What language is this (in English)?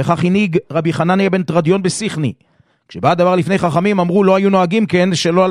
Hebrew